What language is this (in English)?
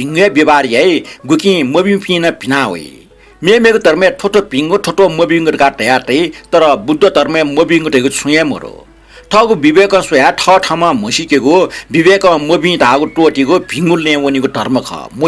Newari